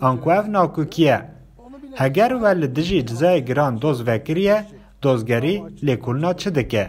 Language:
Kurdish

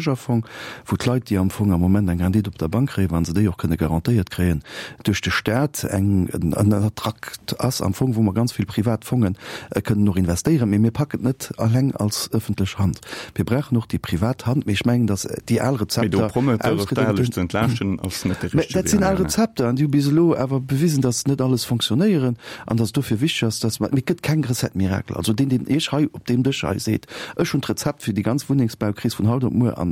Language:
Luxembourgish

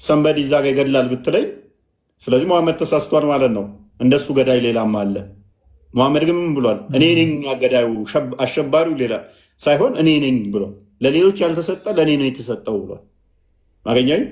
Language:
Amharic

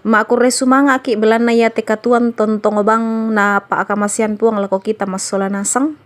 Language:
Toraja-Sa'dan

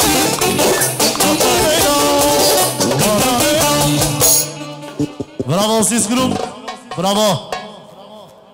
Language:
Bulgarian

